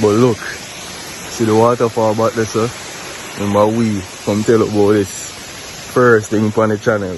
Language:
Jamaican Creole English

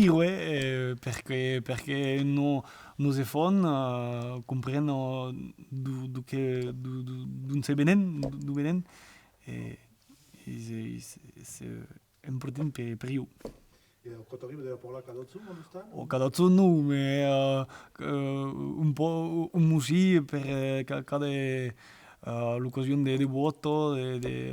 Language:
Occitan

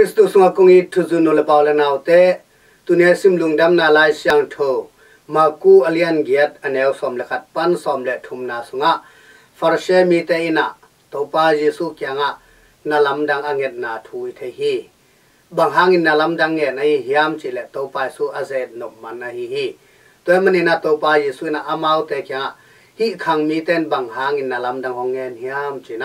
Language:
Tedim Chin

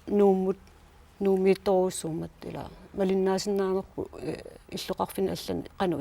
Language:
Kalaallisut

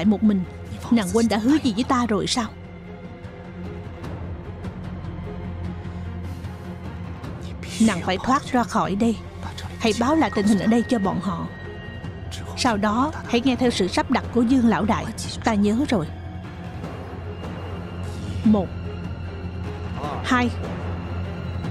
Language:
Vietnamese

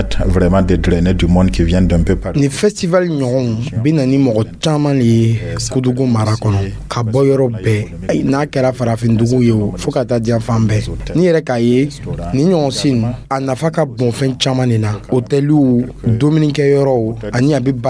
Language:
Dyula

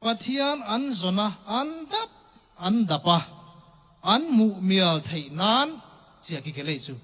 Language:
Tedim Chin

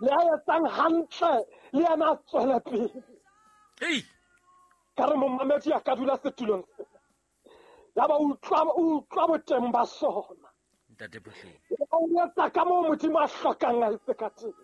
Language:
Southern Sotho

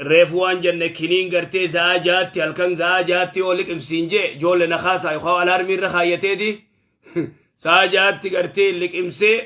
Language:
Oromo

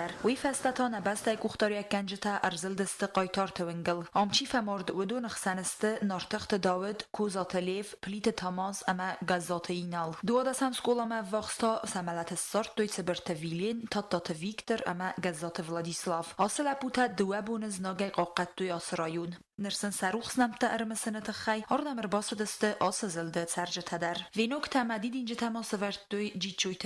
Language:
Ossetic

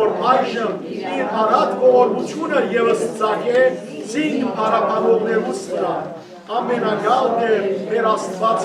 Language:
Western Armenian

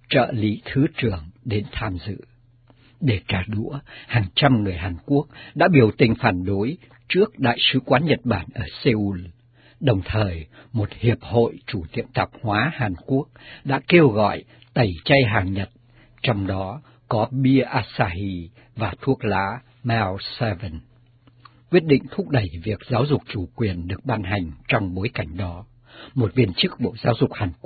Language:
Vietnamese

